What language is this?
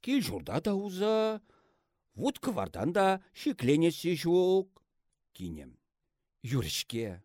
Chuvash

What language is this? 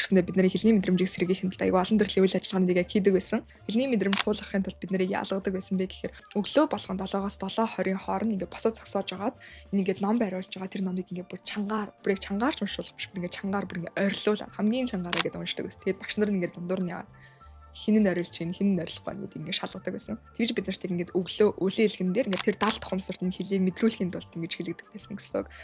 Mongolian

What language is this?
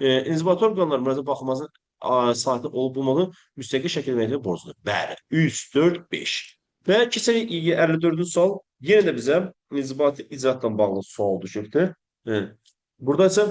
Azerbaijani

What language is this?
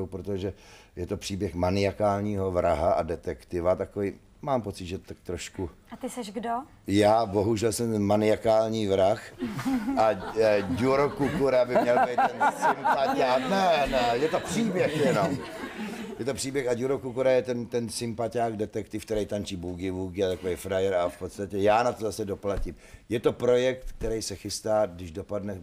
Czech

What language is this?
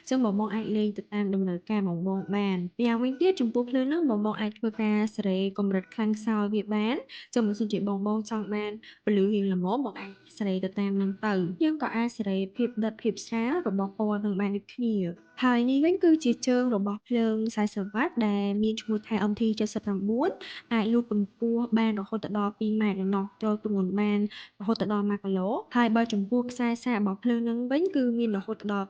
Khmer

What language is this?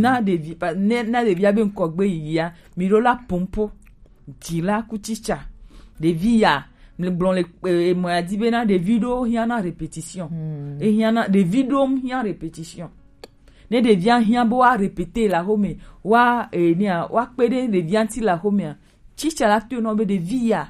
Gen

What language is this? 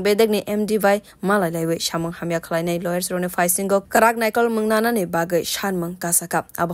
Kok Borok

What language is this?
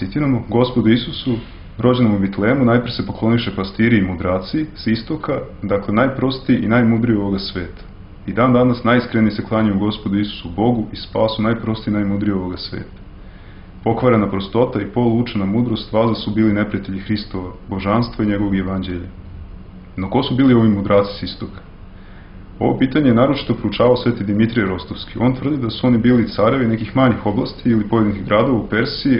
Serbian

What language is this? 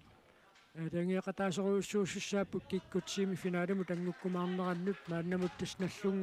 Kalaallisut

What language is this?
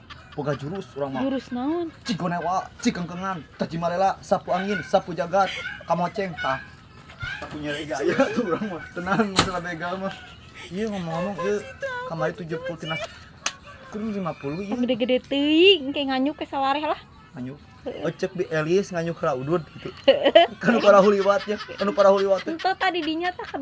Sundanese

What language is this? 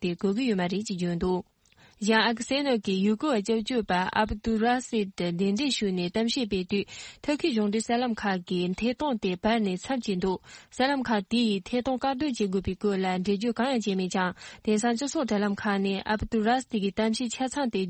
Tibetan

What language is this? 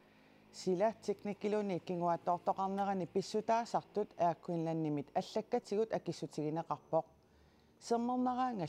Kalaallisut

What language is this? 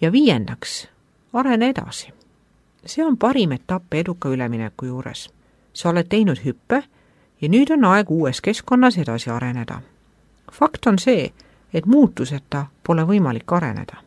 Estonian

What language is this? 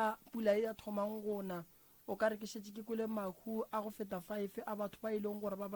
Northern Sotho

